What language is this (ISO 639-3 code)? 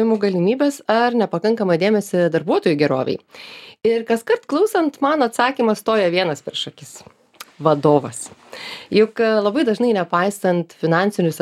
lit